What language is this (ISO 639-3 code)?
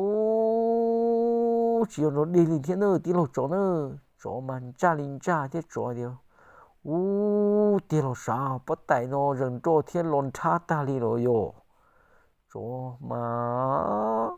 hmn